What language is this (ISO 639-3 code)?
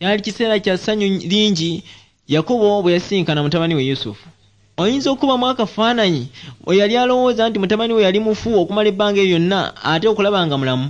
lug